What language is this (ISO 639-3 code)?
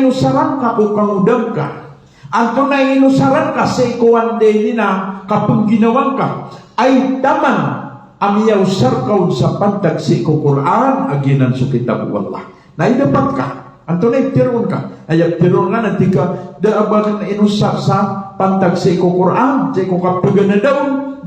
mrw